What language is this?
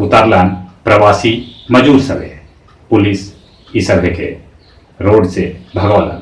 Magahi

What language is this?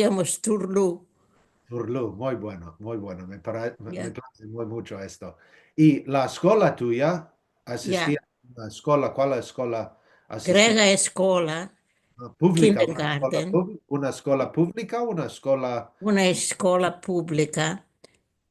Ladino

